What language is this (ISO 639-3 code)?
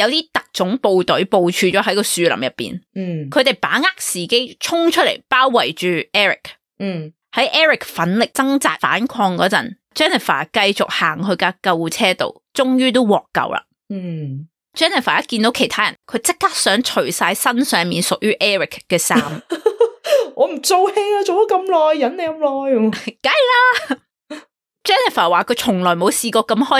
yue